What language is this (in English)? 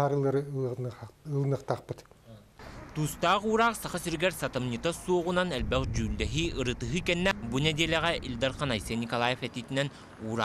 Yakut